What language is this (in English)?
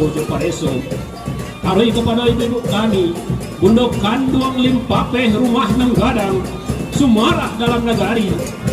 Minangkabau